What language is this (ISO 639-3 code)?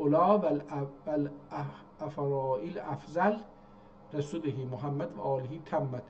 azb